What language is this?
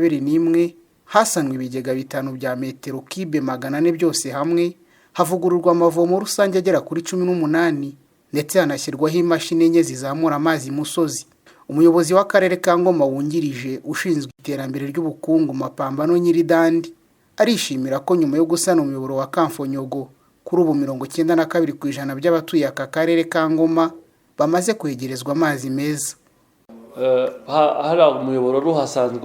Kinyarwanda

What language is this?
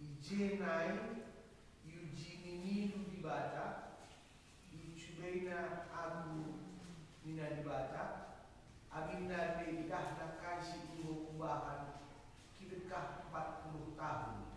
Batak Karo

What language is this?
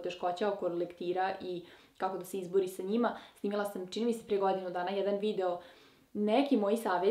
Serbian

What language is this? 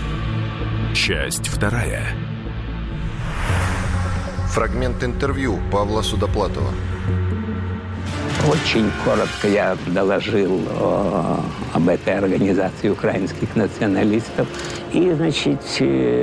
Russian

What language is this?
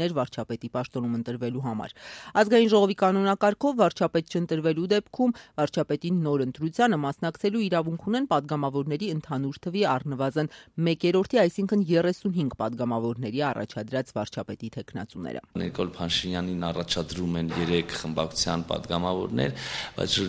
Armenian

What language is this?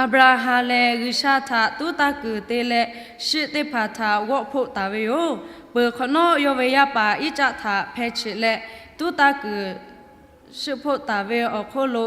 Lahu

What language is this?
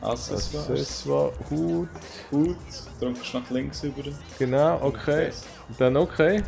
Swiss German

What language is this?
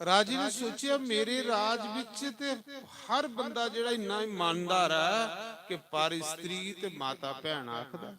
Dogri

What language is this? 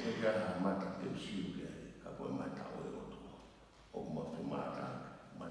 Tongan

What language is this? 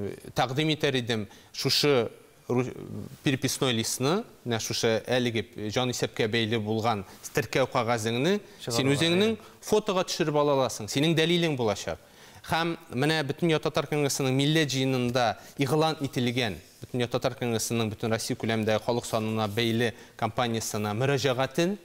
Tatar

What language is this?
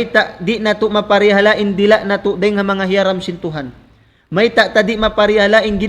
Tausug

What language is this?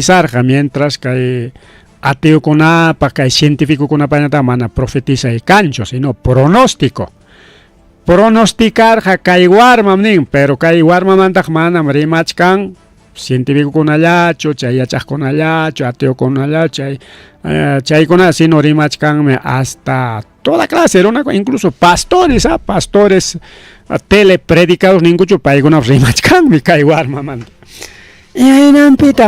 Ayacucho Quechua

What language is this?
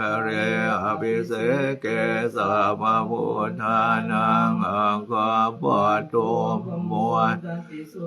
Pali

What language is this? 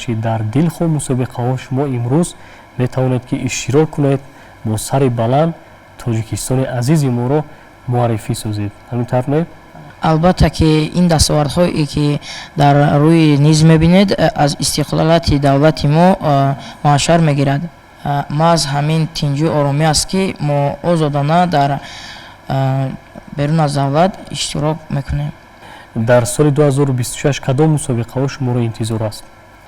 Tajik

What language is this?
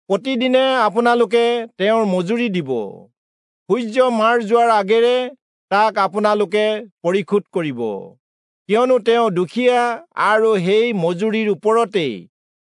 Assamese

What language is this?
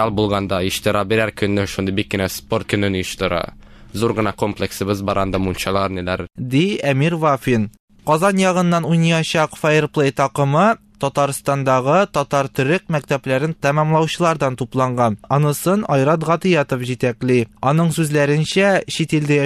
Tatar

